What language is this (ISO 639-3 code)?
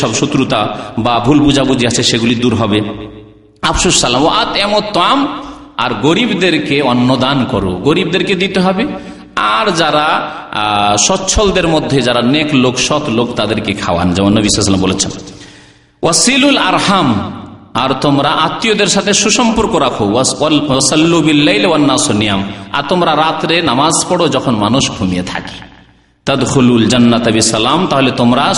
ben